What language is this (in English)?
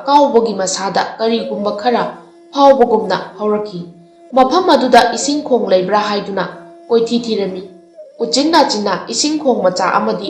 Manipuri